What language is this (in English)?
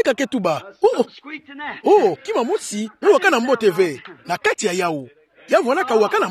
Kituba (Democratic Republic of Congo)